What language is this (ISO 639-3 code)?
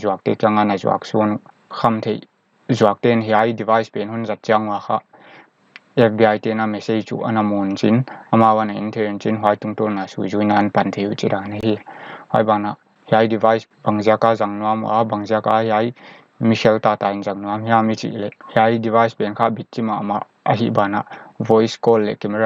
pck